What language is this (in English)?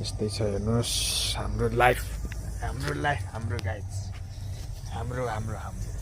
Nepali